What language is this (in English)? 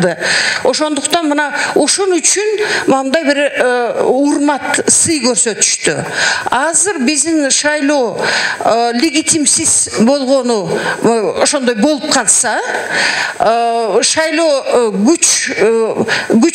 Kyrgyz